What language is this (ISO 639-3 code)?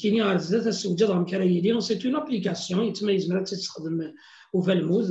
kab